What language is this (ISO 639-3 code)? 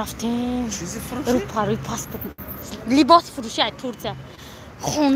tgk